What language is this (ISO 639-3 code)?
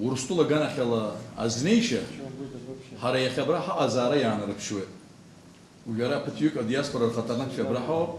abk